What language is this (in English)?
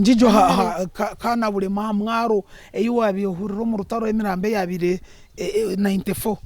Nyankole